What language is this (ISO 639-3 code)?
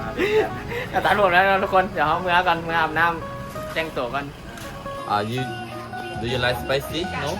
tts